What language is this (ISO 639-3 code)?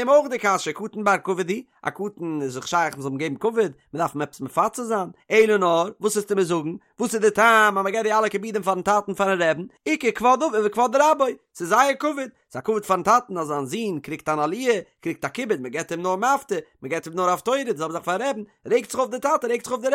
yid